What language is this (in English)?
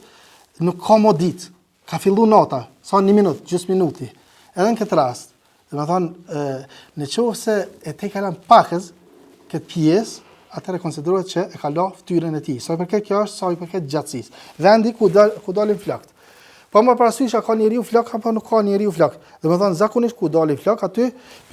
Albanian